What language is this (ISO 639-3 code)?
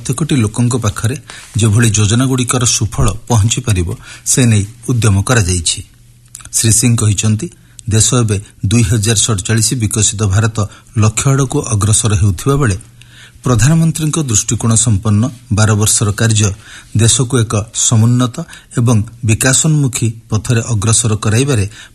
ori